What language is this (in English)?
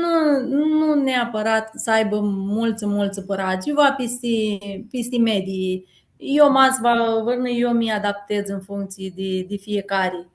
Aromanian